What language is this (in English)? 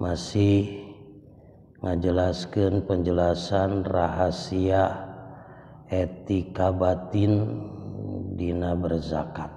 Sundanese